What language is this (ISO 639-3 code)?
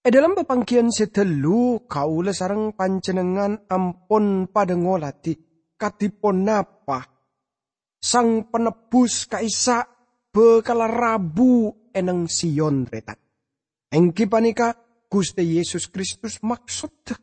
mad